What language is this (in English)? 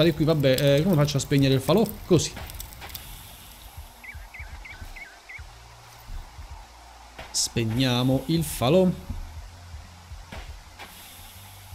Italian